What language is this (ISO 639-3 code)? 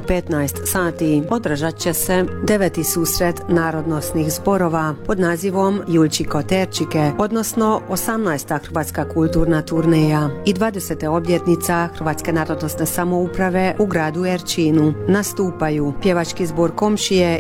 hrv